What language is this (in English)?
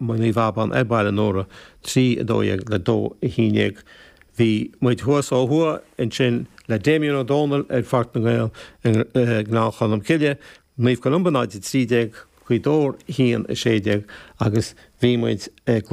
Irish